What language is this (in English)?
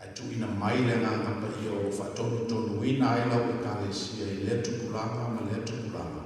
Samoan